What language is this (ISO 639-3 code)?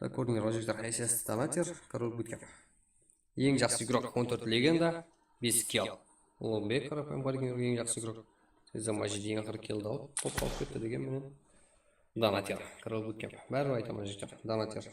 kaa